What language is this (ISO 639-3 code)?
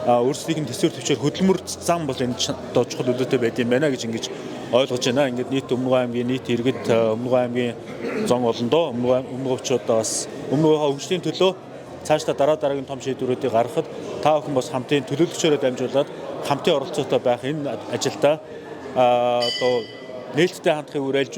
mon